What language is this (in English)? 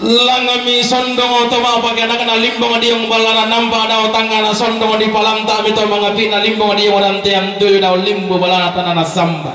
Toraja-Sa'dan